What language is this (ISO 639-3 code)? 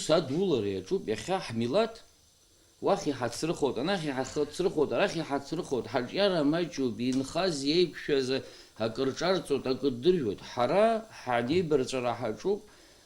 abk